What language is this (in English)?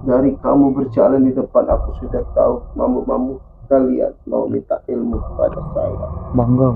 Musi